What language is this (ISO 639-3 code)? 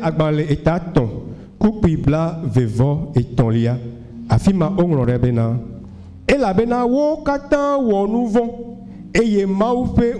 ewe